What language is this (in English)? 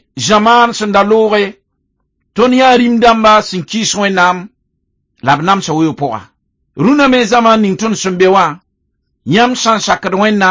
Mossi